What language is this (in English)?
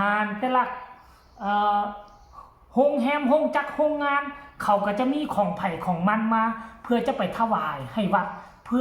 Northeastern Thai